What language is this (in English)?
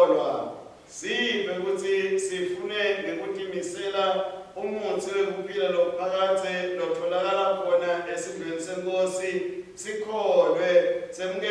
Swati